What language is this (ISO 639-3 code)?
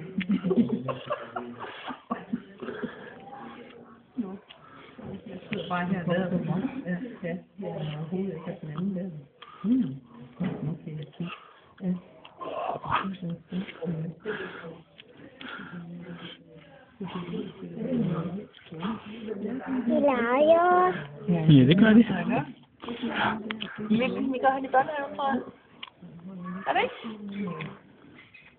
dan